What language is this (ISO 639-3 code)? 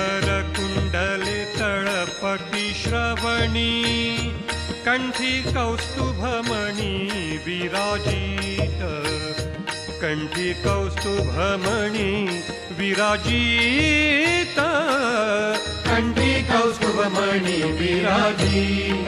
mar